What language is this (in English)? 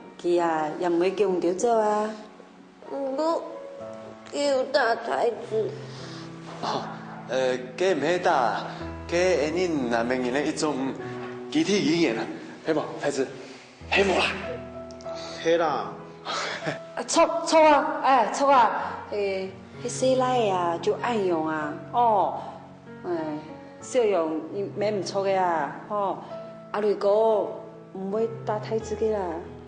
Hakka Chinese